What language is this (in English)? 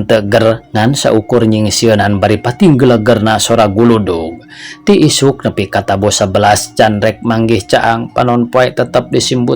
Sundanese